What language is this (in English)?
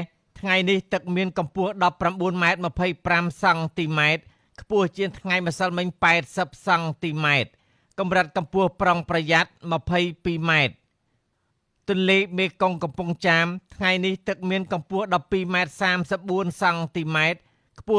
Khmer